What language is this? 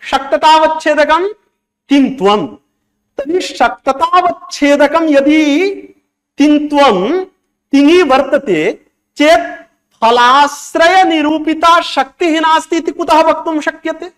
Sanskrit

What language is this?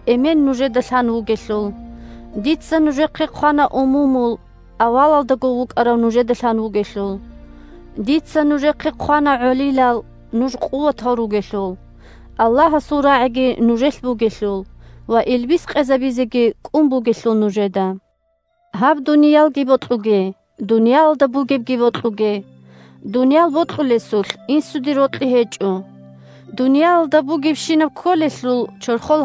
Avaric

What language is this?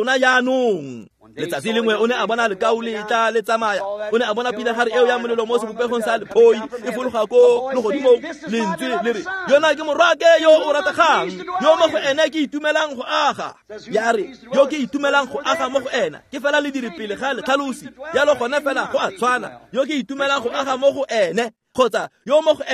Tswana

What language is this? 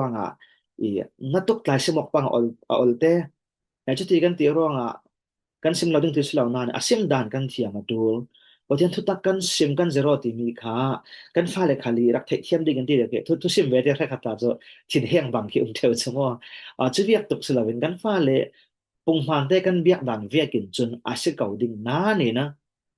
Falam Chin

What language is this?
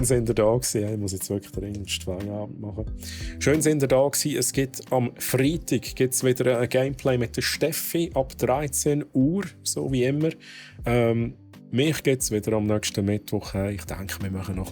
Swiss German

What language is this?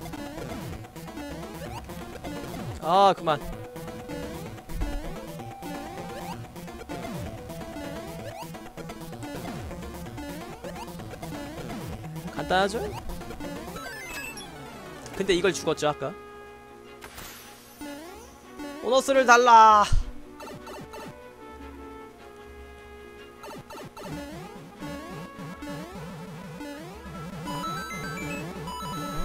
Korean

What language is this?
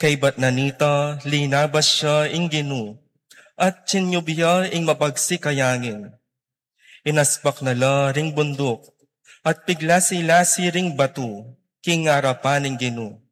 Pampanga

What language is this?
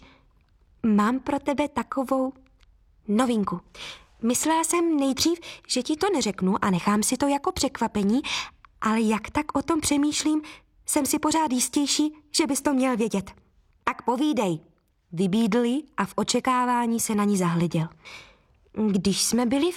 Czech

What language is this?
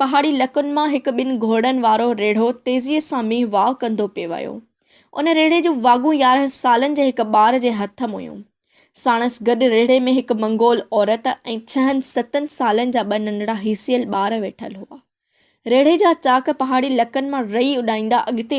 Sindhi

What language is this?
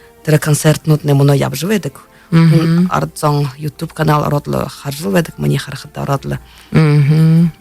Buriat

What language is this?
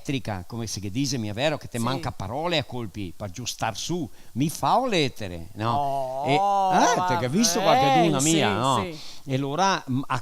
Venetian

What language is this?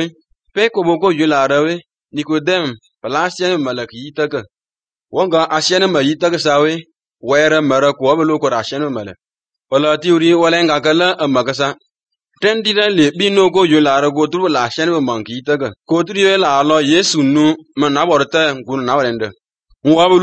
Serbian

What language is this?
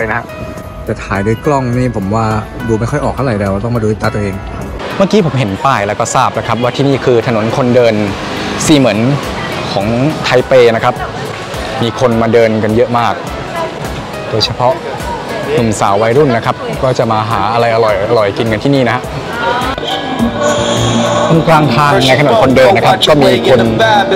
Thai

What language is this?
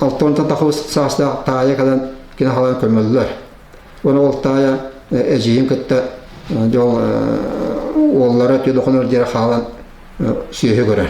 Yakut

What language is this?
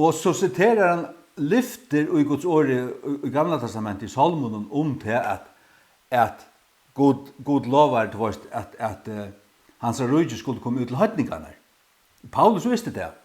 Faroese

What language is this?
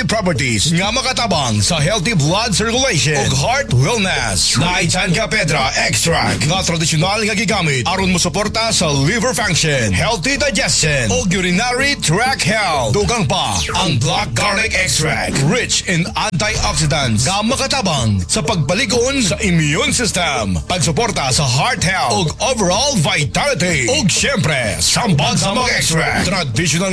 Cebuano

